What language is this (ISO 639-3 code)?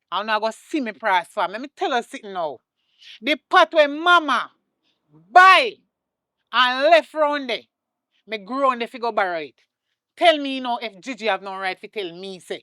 jam